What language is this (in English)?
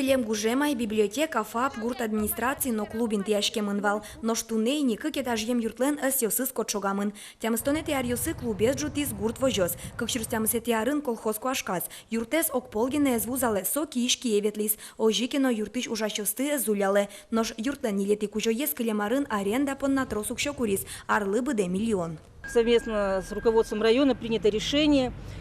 Udmurt